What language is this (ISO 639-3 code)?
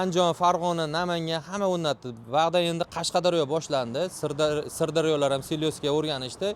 uzb